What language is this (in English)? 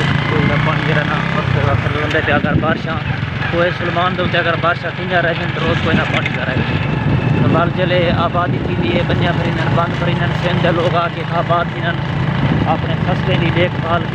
Saraiki